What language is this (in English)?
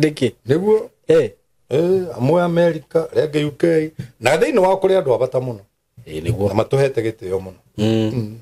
Kikuyu